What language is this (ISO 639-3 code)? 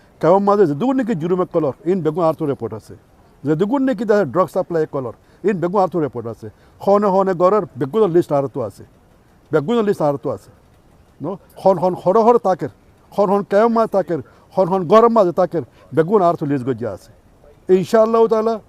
rhg